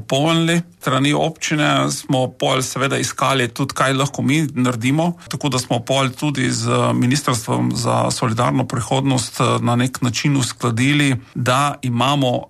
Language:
Slovenian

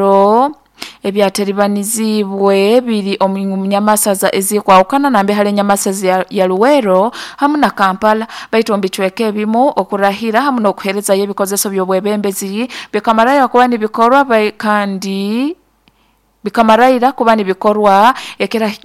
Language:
Nyoro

